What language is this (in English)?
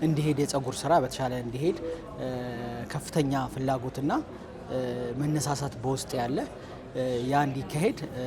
Amharic